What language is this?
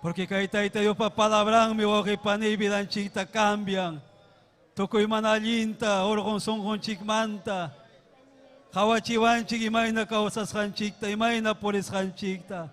Ayacucho Quechua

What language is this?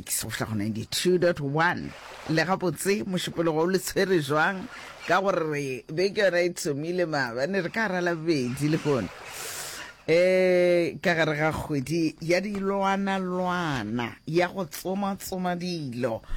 Northern Sotho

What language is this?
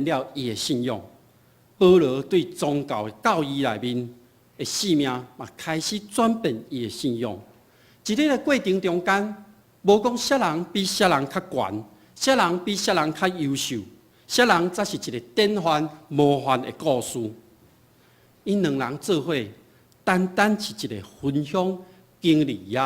Min Nan Chinese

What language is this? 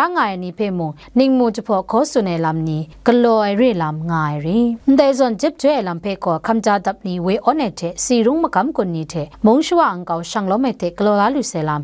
Kachin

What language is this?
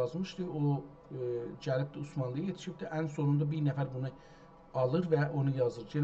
South Azerbaijani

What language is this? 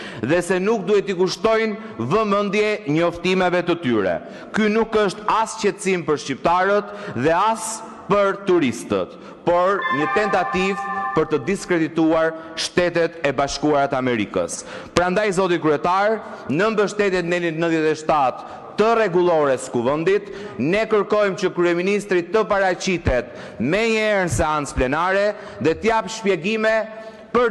Albanian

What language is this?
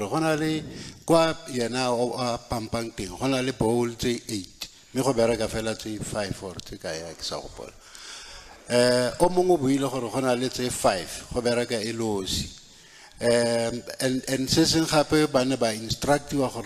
Tswana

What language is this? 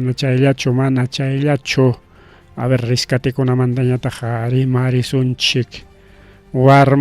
Ayacucho Quechua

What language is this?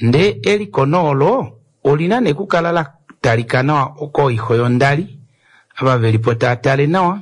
Kuanyama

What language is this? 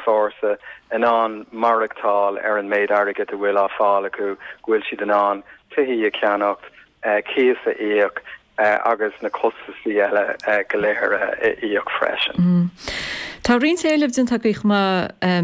Irish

